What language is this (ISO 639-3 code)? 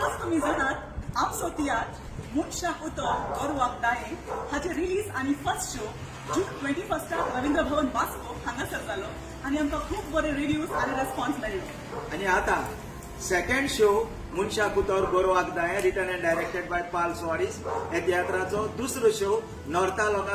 kok